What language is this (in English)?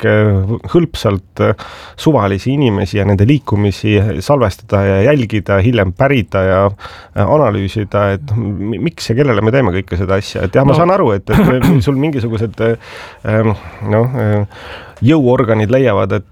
Estonian